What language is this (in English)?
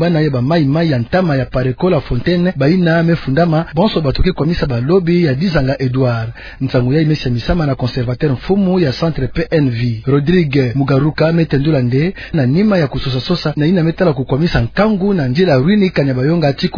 Kituba (Democratic Republic of Congo)